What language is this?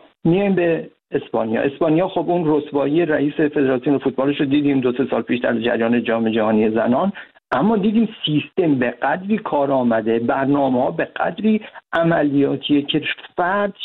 Persian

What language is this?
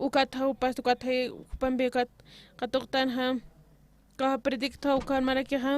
Aymara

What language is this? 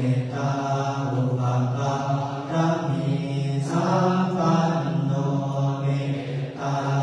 Pali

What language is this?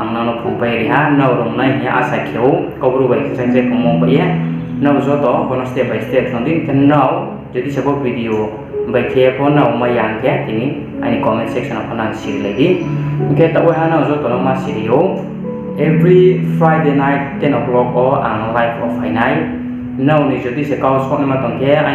Riang (India)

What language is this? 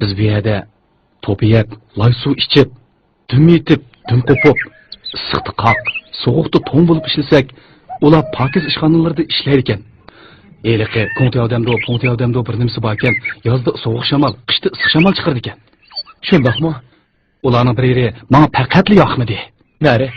Uyghur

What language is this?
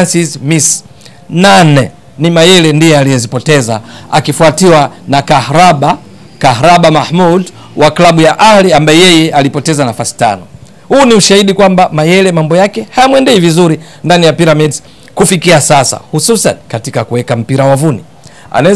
Swahili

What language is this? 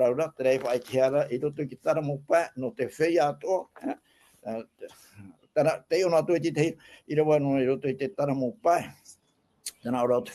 Tahitian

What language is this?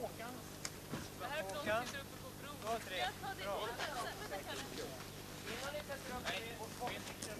Swedish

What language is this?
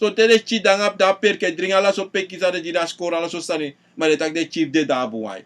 Sranan Tongo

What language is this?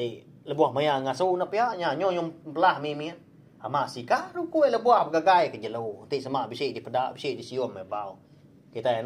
Iban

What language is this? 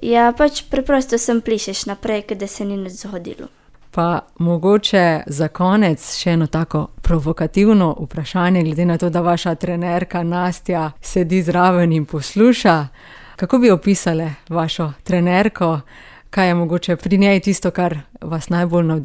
Slovenian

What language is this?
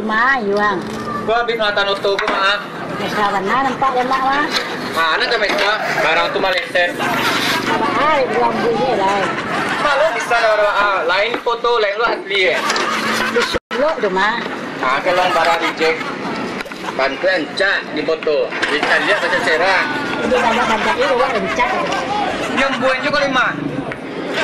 Minangkabau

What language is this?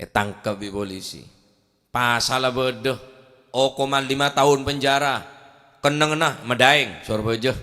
Madurese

